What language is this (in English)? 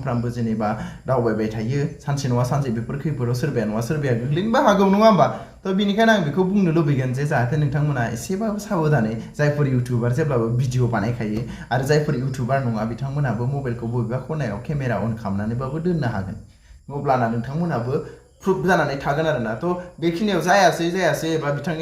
Bodo